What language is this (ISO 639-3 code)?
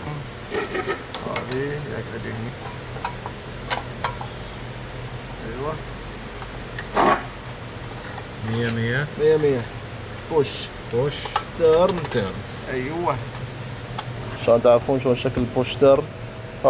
afb